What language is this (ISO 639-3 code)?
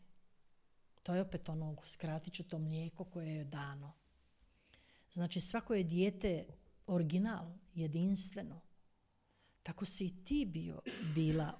hrv